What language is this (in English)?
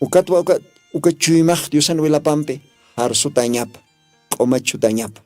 Aymara